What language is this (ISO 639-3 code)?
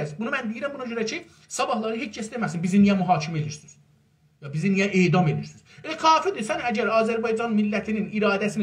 azb